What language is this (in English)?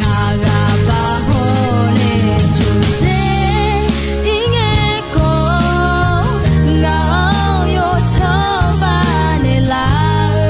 Akha